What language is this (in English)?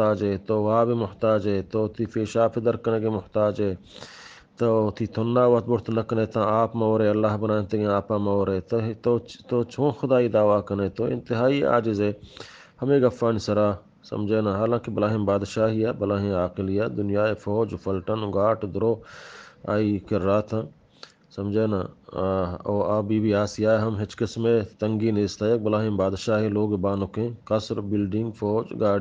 Eastern Balochi